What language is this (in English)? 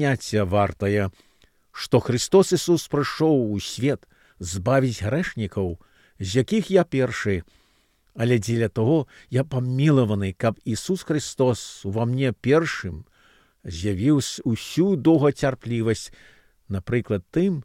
Belarusian